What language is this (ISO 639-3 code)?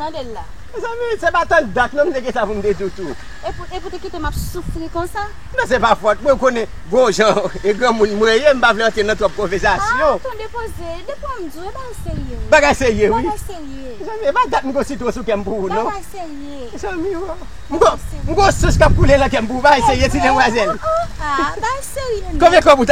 hat